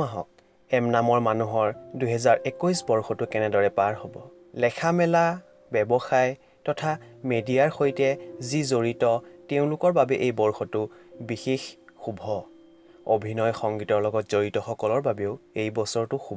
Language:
Assamese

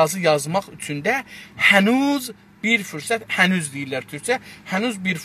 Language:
South Azerbaijani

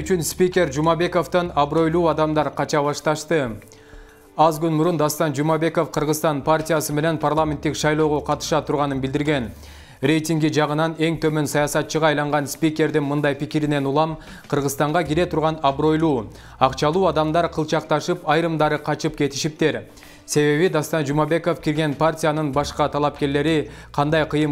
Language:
Kyrgyz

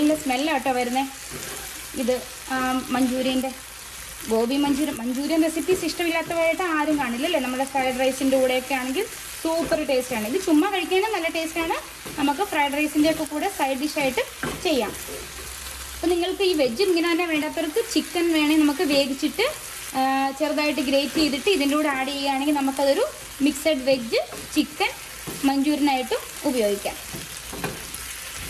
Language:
Malayalam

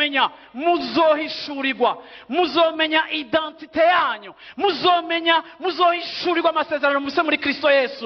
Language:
Rundi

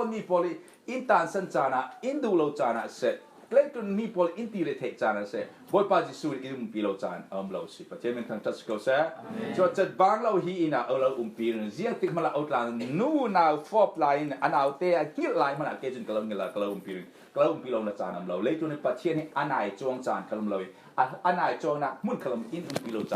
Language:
Falam Chin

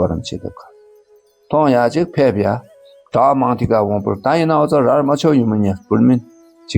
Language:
Dakpakha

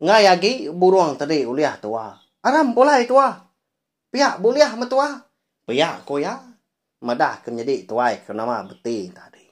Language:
Iban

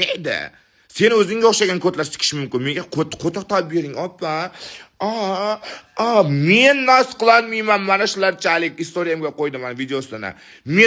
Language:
Uzbek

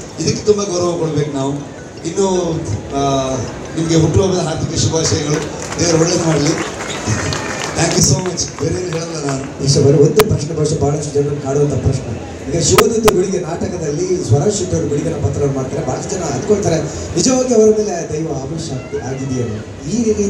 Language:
Kannada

